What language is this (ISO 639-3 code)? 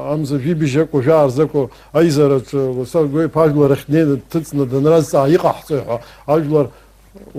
abk